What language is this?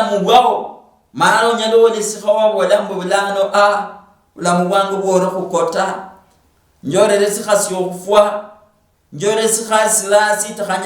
Luyia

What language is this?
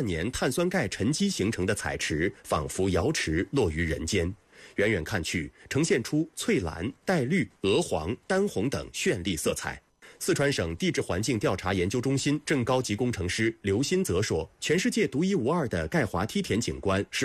Chinese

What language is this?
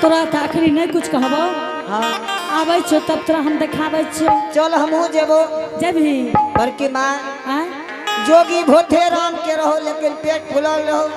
Angika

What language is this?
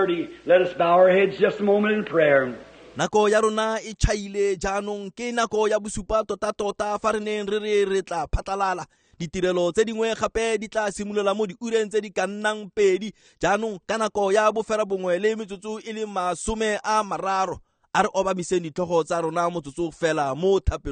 Tswana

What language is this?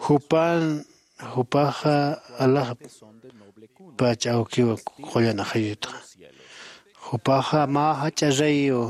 Aymara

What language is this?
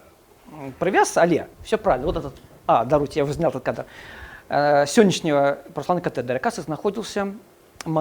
Belarusian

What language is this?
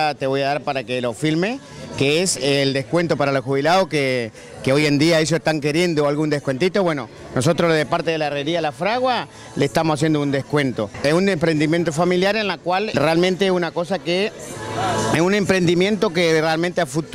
Spanish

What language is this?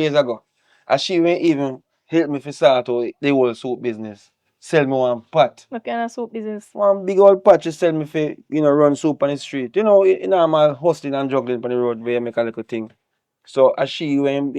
Jamaican Creole English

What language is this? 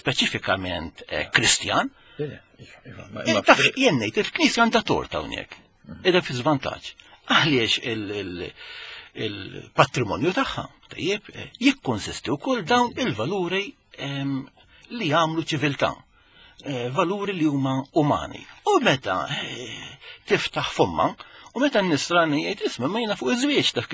Maltese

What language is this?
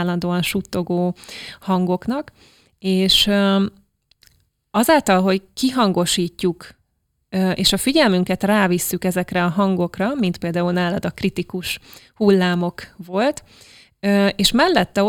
Hungarian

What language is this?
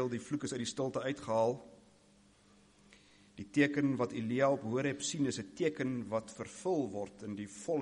Afrikaans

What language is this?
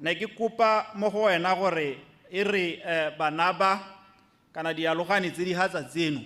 Tswana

